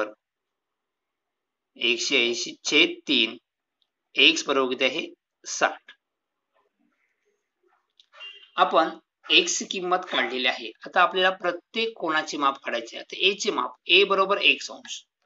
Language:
Marathi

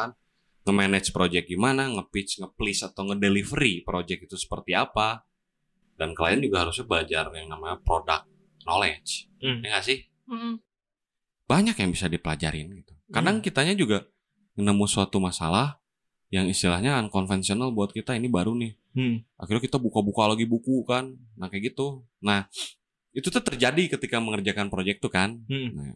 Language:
Indonesian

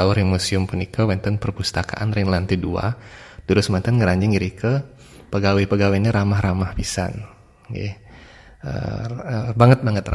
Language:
Balinese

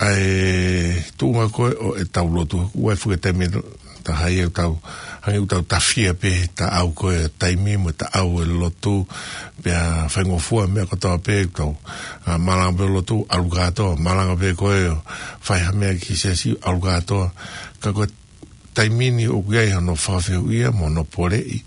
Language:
Tongan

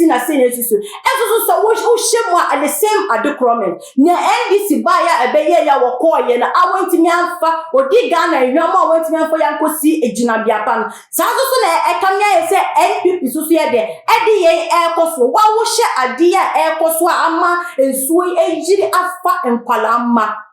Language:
Akan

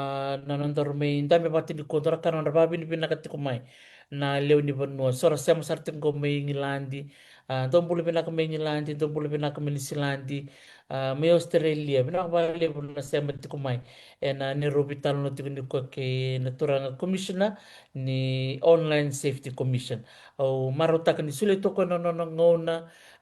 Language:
Fijian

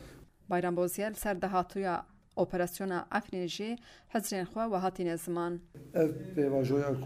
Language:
Kurdish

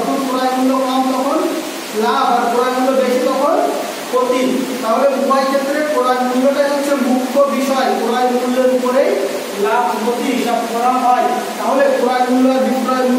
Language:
Bangla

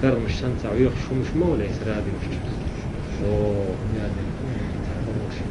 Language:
Chechen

